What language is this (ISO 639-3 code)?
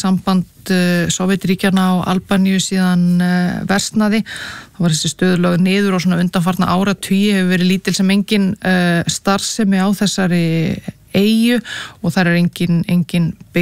isl